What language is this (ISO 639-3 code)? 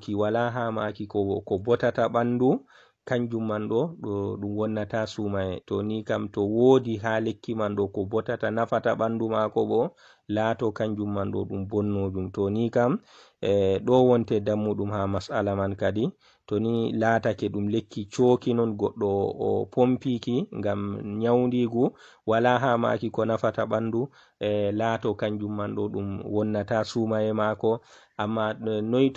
ful